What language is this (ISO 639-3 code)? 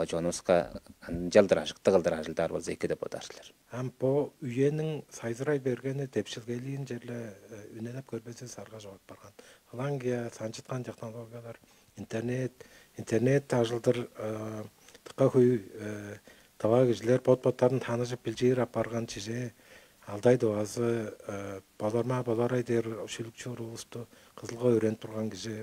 tyv